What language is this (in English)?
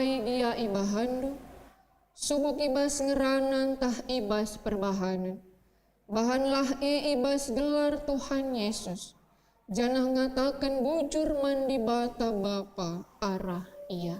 Batak Karo